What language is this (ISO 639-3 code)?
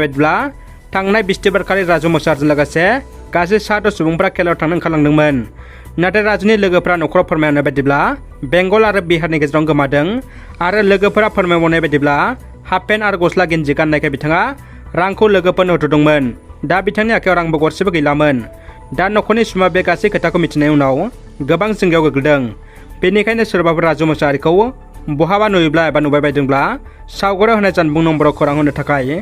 brx